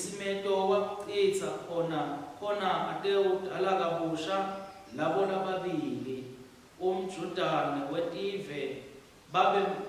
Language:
Swati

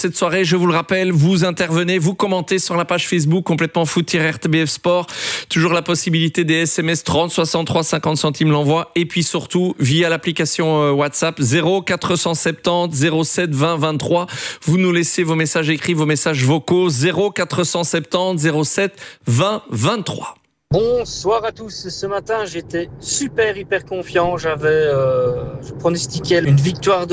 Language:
French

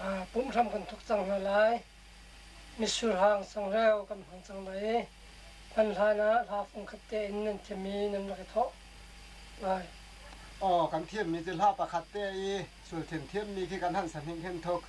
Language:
Hakha Chin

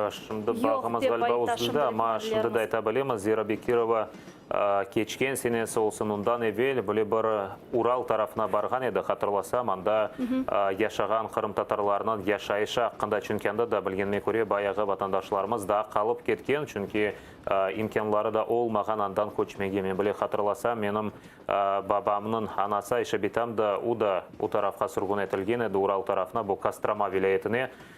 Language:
Crimean Tatar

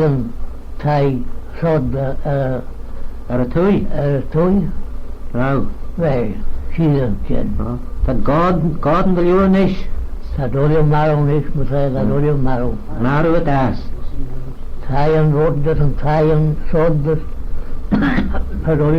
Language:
Manx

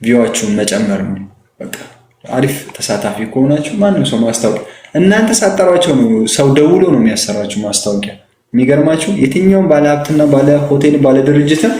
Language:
Amharic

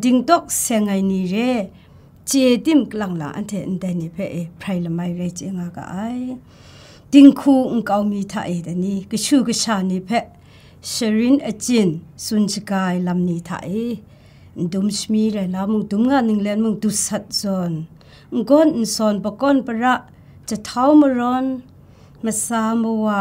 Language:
Kachin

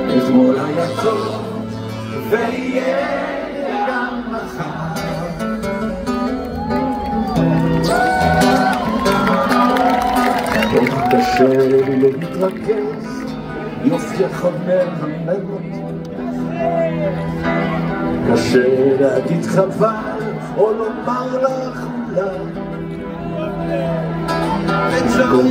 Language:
Hebrew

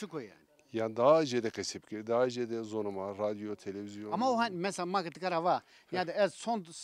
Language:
Zaza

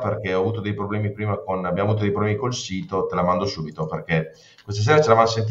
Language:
Italian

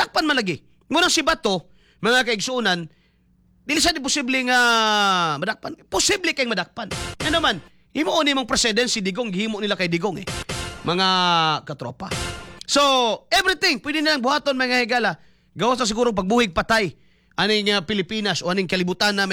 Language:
Cebuano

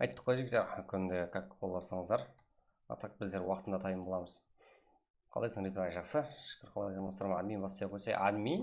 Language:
Kara-Kalpak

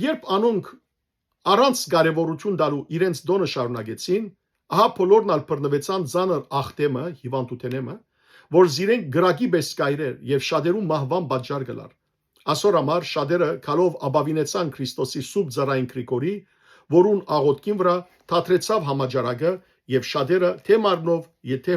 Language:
Western Armenian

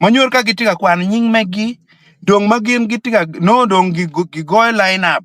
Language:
Acoli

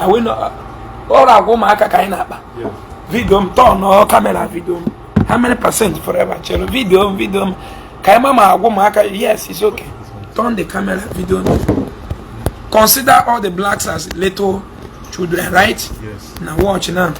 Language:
Igbo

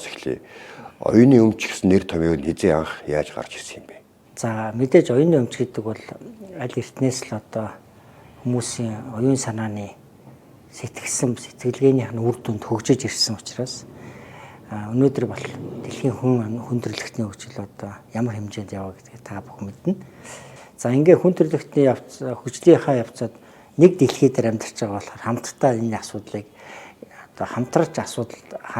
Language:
Mongolian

